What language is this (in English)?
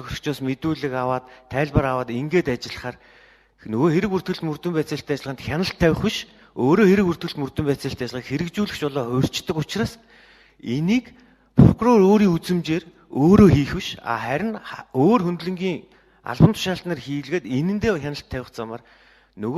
Mongolian